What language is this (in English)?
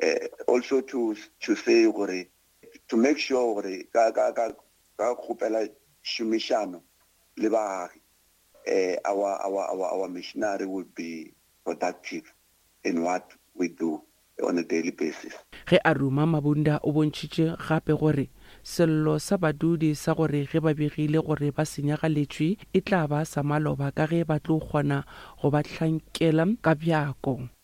Northern Sotho